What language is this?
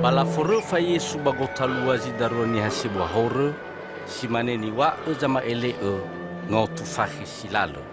Nias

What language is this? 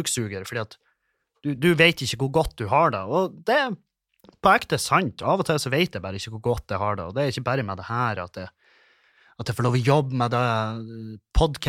Norwegian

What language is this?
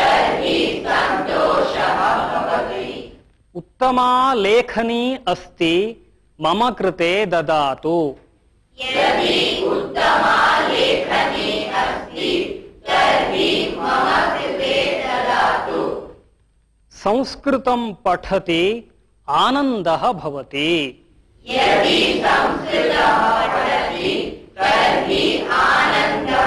Sanskrit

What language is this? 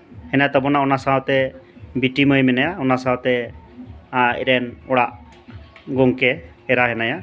Santali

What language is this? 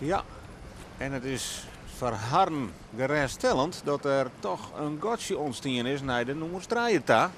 Western Frisian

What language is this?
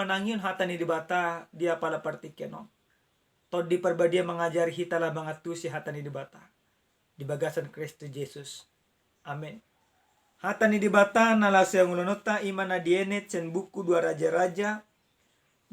Batak Toba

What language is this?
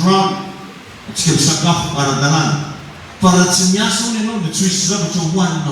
Malagasy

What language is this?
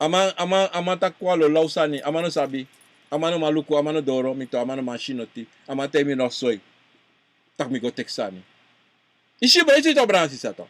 Sranan Tongo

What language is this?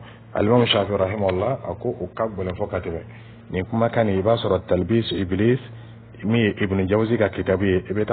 Dyula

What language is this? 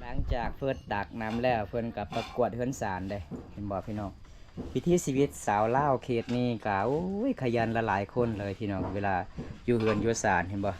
Lao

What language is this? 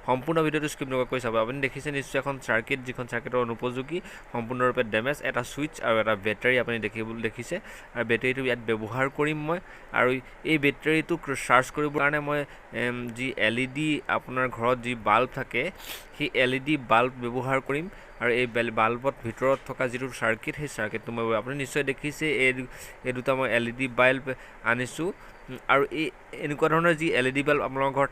Assamese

